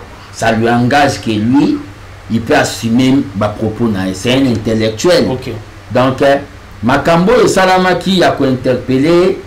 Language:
Lingala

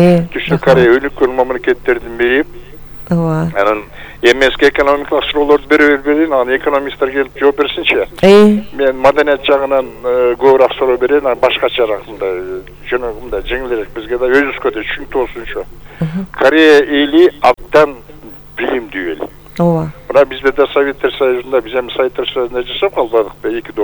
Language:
Kyrgyz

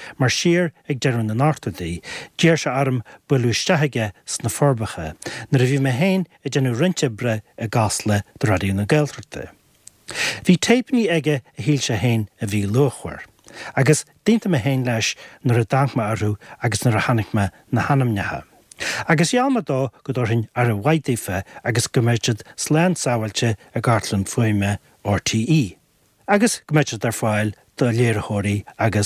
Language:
Irish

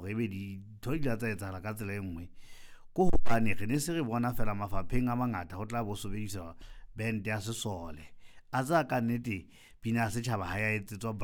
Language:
Southern Sotho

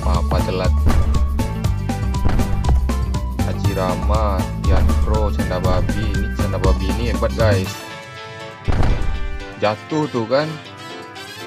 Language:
Indonesian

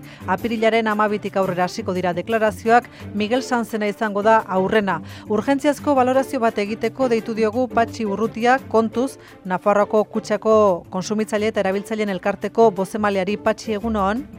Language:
Basque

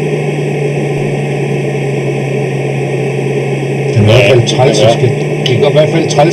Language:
Danish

